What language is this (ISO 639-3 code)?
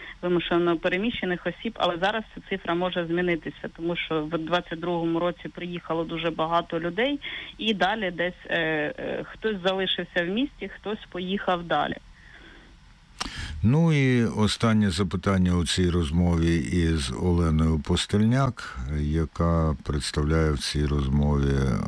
ukr